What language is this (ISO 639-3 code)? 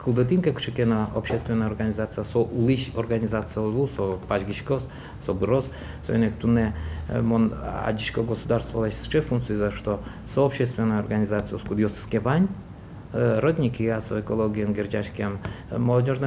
udm